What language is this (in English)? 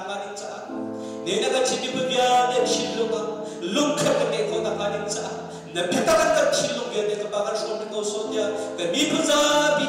Hakha Chin